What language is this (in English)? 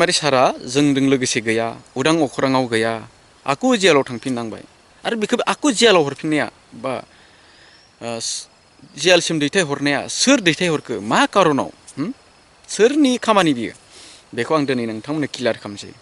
Bodo